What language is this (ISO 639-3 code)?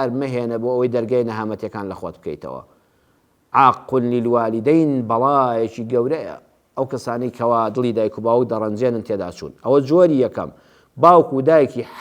ckb